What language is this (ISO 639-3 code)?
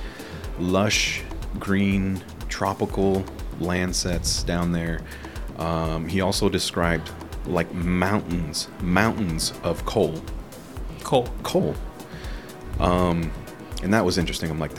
eng